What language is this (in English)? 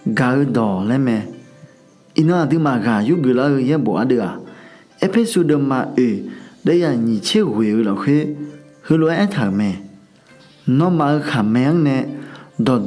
Akha